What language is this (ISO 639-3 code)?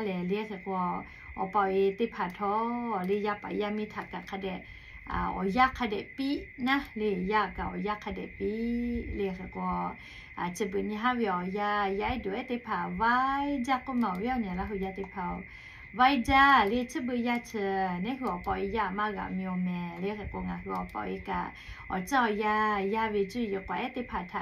lhu